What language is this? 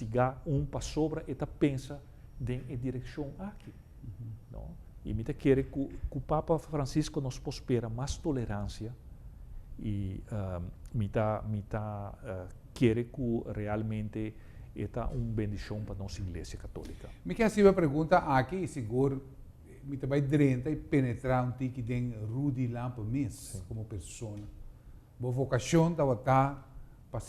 Papiamento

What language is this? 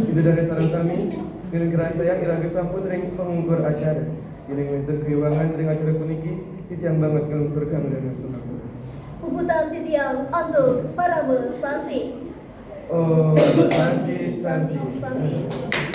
Balinese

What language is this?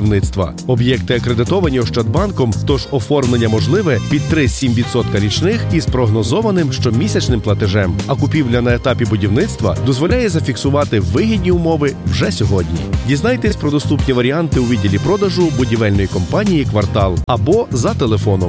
Ukrainian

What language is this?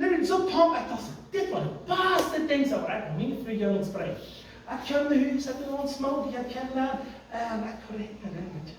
Plautdietsch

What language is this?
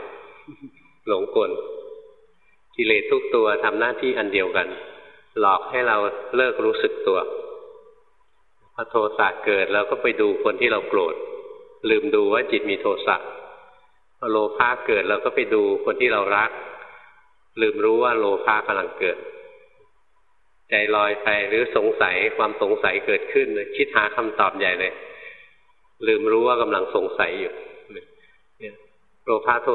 Thai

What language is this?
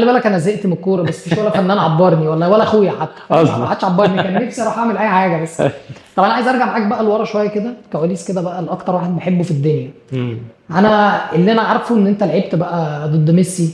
Egyptian Arabic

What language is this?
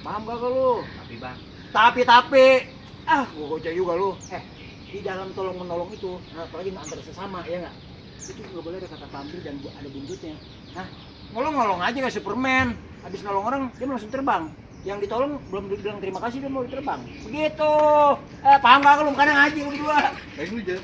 Betawi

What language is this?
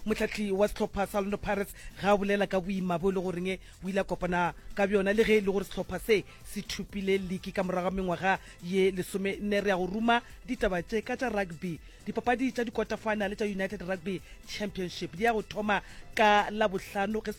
Northern Sotho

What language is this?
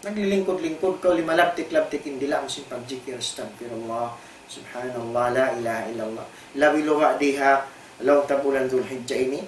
Tausug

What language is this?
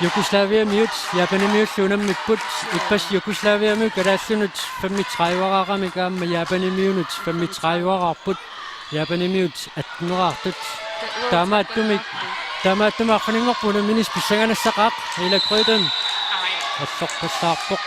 Kalaallisut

